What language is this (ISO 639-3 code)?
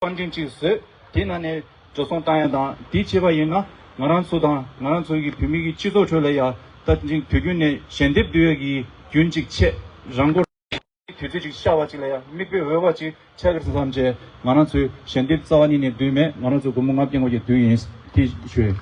bod